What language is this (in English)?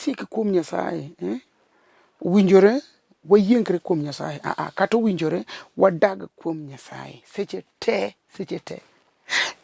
Luo (Kenya and Tanzania)